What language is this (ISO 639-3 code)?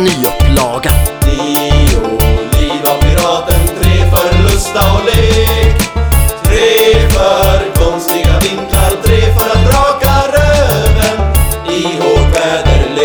swe